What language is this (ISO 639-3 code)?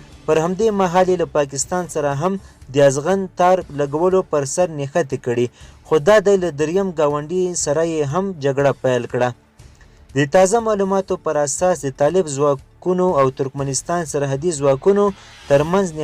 pus